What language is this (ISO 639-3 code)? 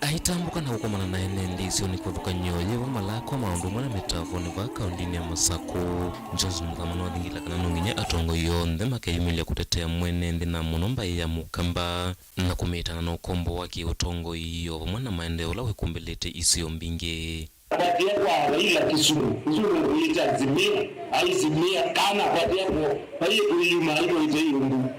kam